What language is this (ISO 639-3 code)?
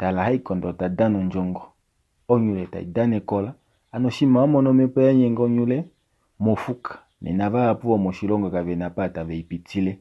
kua